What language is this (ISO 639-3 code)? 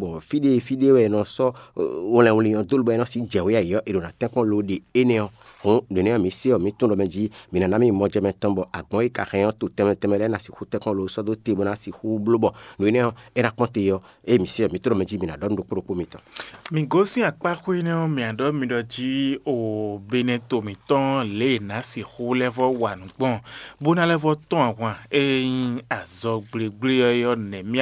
fon